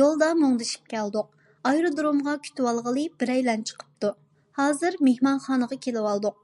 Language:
Uyghur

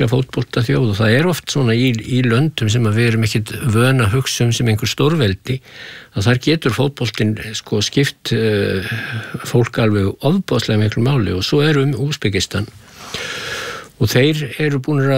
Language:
Icelandic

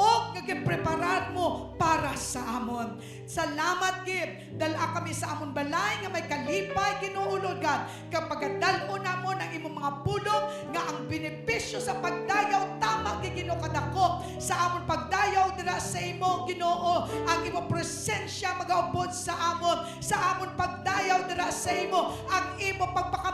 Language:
Hiligaynon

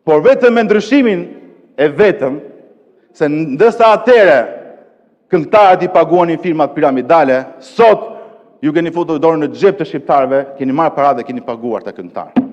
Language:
Albanian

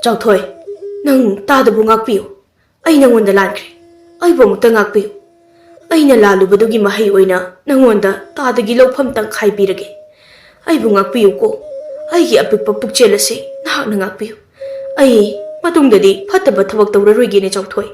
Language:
Manipuri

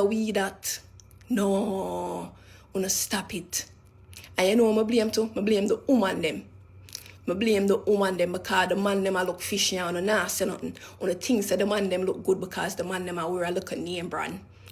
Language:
Jamaican Creole English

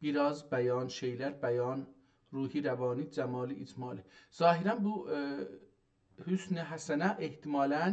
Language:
South Azerbaijani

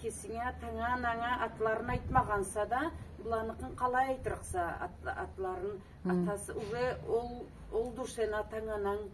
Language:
Karachay-Balkar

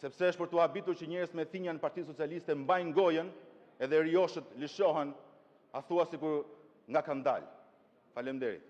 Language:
Albanian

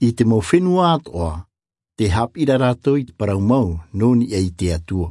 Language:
Tahitian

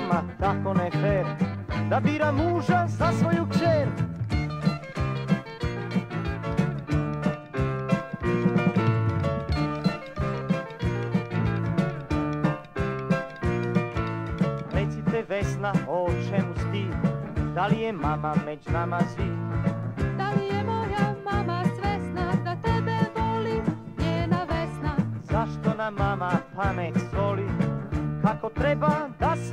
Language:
Serbian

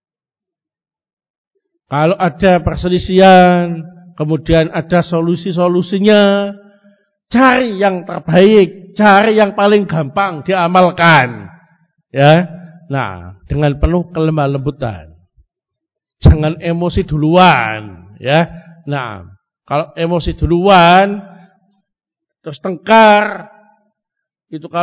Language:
Indonesian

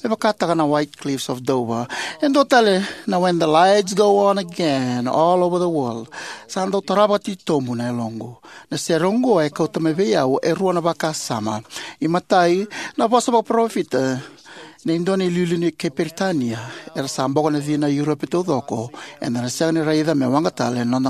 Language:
Fijian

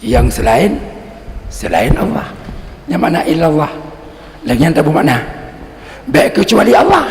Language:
Achinese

